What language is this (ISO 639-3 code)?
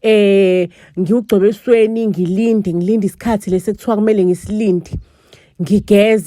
zul